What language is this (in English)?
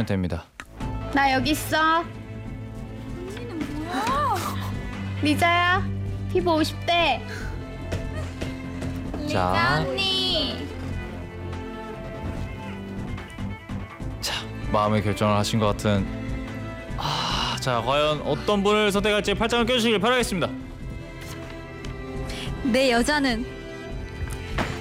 Korean